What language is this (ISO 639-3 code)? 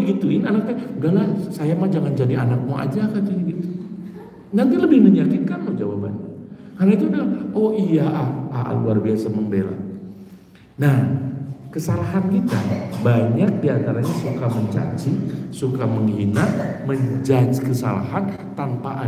ind